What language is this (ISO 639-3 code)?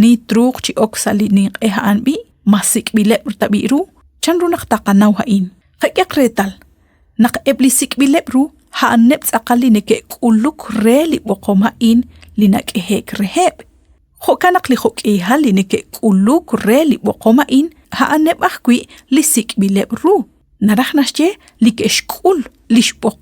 kek